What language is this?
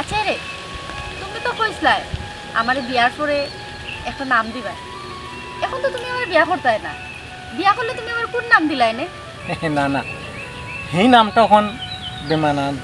Sylheti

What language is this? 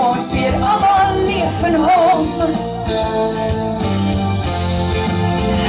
Afrikaans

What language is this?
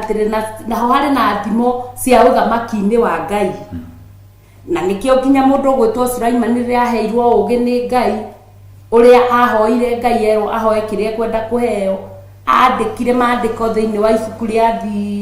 Kikuyu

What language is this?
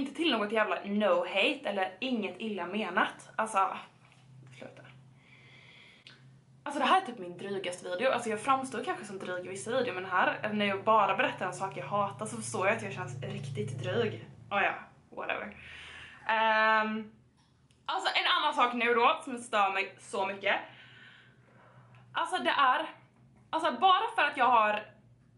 Swedish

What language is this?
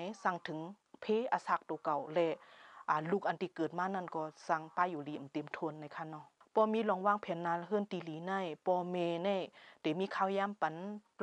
Shan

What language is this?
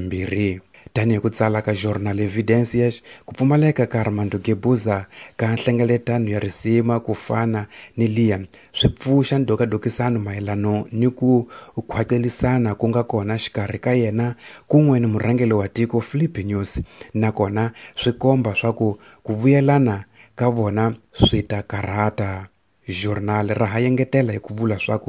Tsonga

